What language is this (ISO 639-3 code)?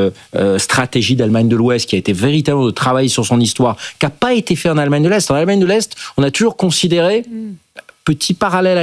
fra